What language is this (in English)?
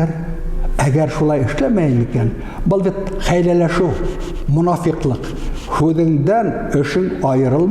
Bashkir